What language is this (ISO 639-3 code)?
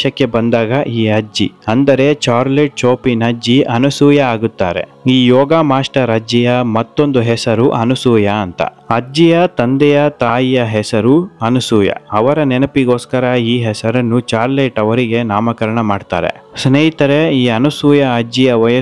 kan